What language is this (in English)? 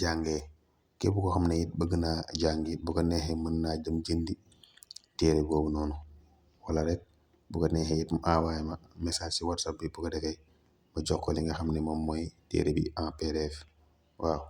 Wolof